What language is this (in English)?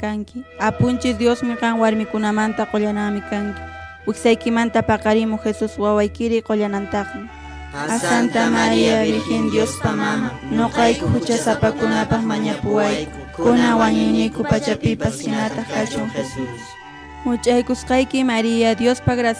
Quechua